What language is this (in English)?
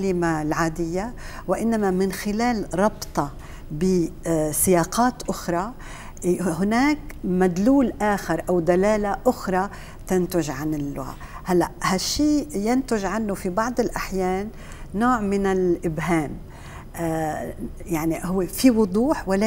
North Levantine Arabic